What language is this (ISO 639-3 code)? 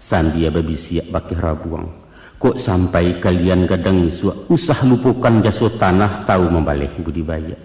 min